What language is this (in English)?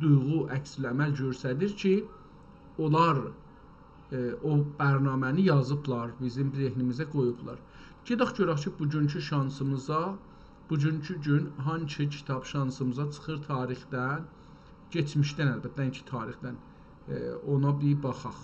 South Azerbaijani